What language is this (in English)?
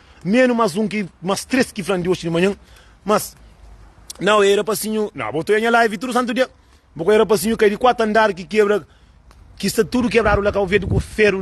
Kabuverdianu